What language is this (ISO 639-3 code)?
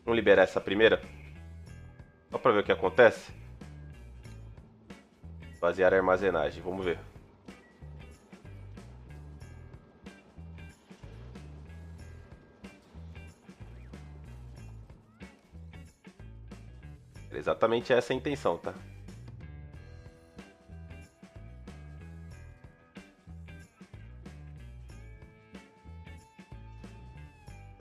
por